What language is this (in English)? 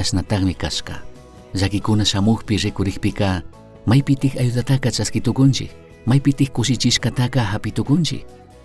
Chimborazo Highland Quichua